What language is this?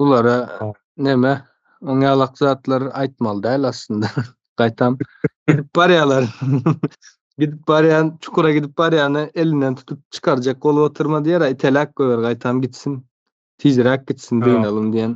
Turkmen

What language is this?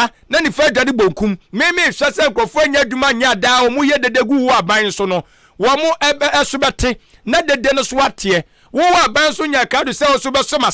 Akan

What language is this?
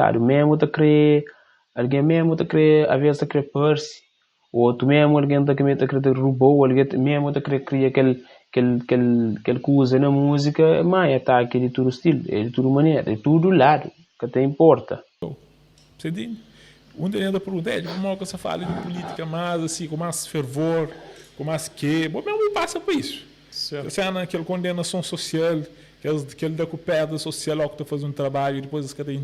Kabuverdianu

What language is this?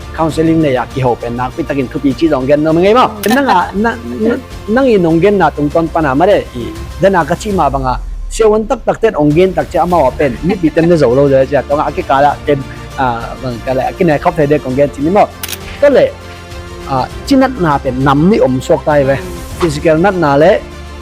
Tedim Chin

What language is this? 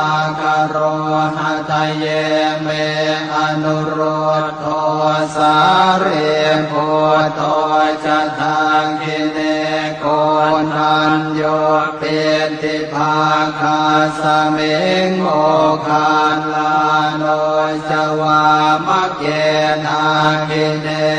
Pali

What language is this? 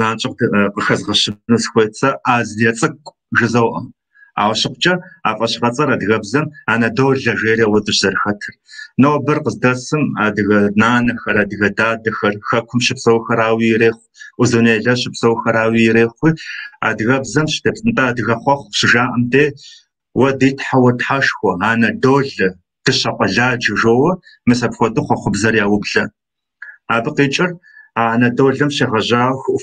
Kabardian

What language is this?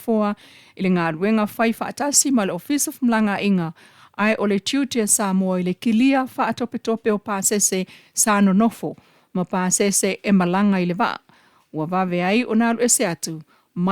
Samoan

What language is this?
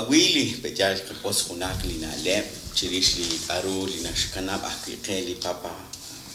Kekchí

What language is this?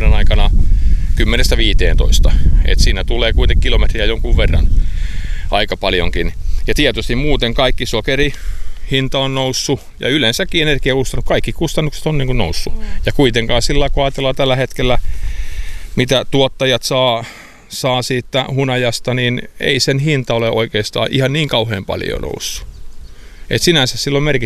Finnish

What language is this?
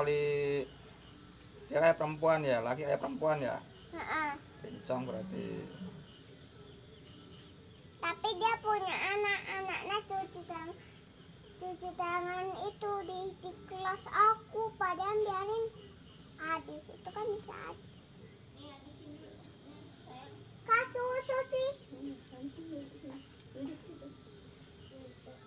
Indonesian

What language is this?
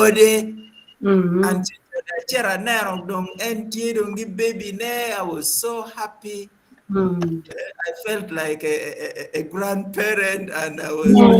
Acoli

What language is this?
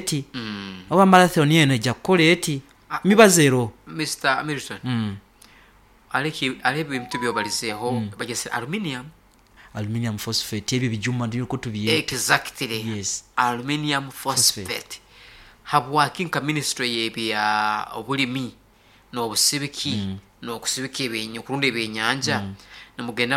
Nyoro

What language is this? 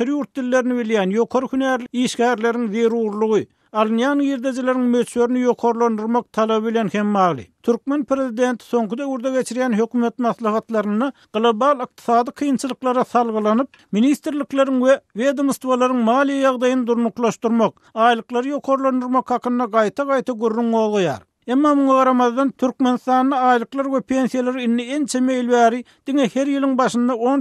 Turkmen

